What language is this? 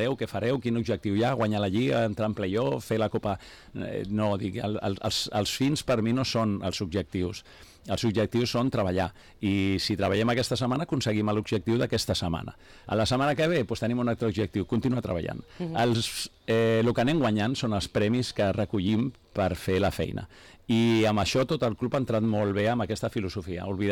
Catalan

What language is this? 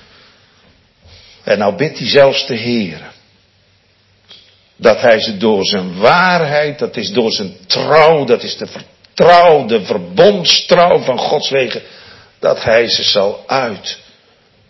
Dutch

